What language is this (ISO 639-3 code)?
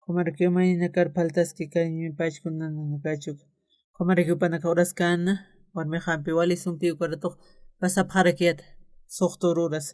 aym